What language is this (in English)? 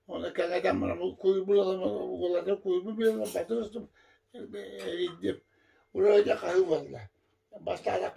Yakut